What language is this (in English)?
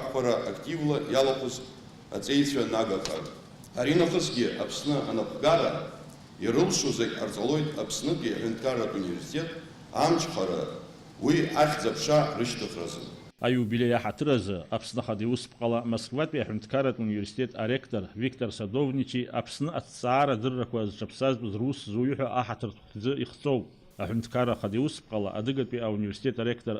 Abkhazian